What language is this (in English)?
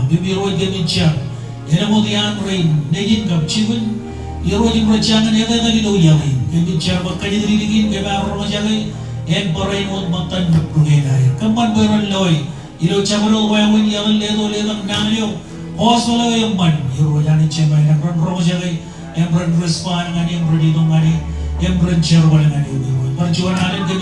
Marshallese